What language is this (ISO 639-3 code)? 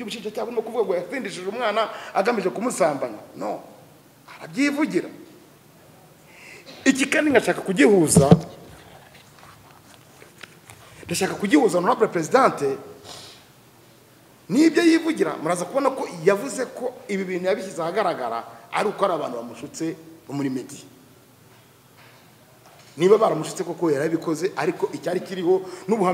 kin